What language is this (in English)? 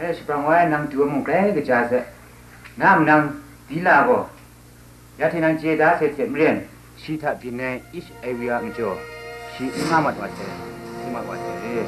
Kachin